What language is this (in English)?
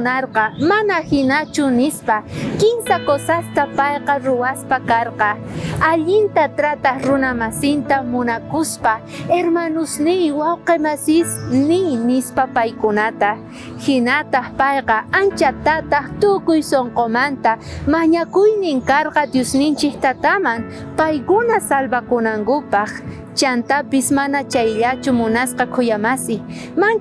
South Bolivian Quechua